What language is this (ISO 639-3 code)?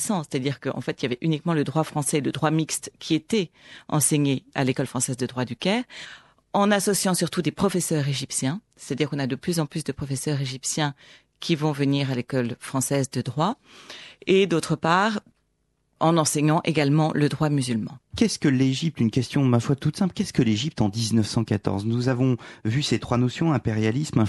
fra